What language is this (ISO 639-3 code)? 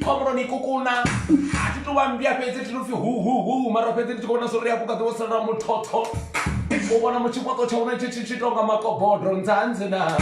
ven